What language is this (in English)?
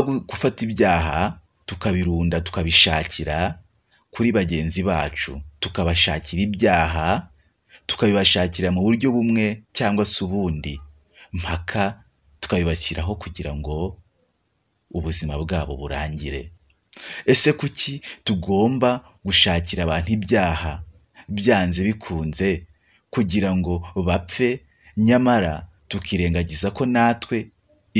Kinyarwanda